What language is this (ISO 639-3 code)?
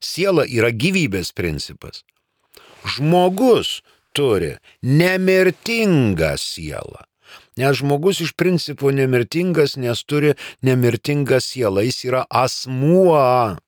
lit